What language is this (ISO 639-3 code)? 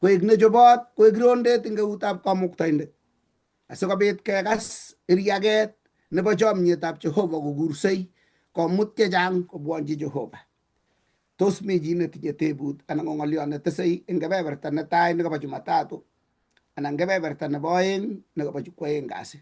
kln